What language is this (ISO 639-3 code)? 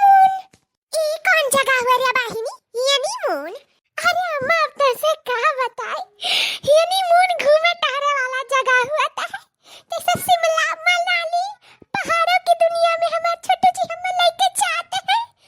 awa